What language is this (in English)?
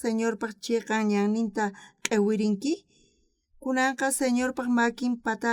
South Bolivian Quechua